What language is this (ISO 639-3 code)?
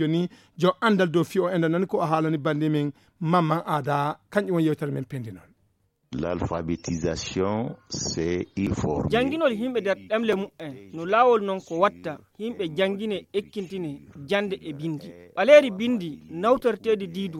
ful